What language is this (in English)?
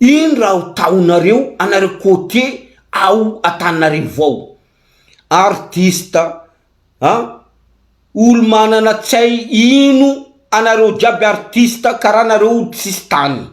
Malagasy